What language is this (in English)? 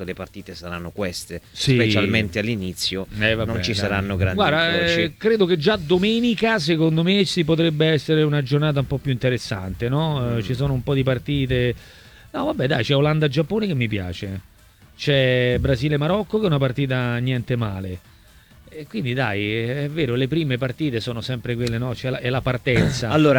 Italian